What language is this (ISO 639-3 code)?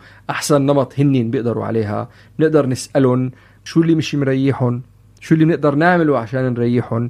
apc